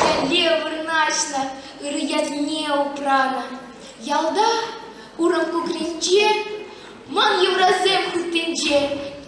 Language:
Chuvash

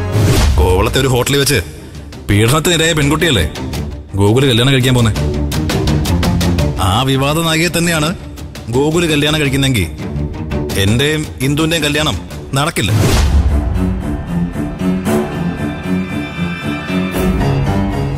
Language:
Malayalam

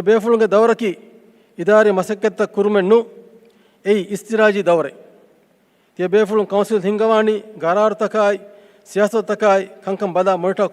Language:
Divehi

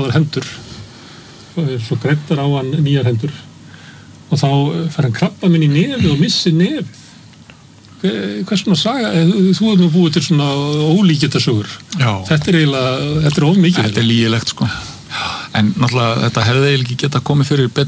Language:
Icelandic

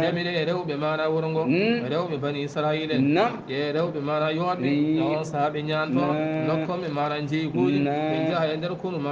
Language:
Fula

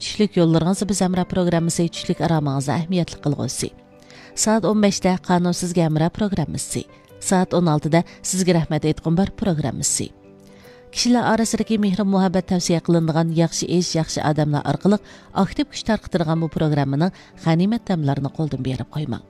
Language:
Uyghur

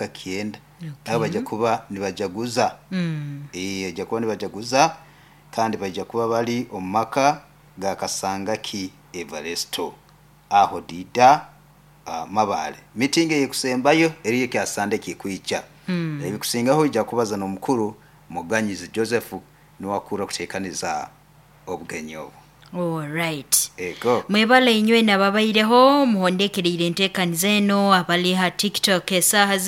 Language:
Nyoro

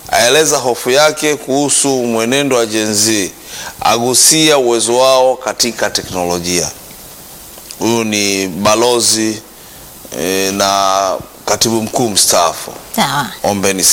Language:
Swahili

